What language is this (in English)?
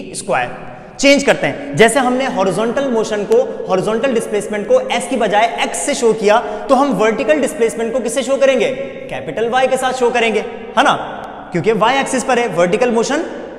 Hindi